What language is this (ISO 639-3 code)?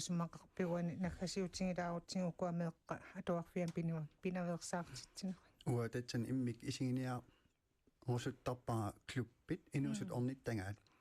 kal